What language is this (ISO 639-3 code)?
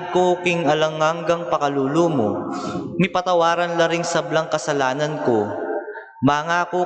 pam